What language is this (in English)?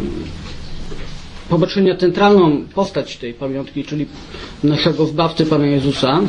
Polish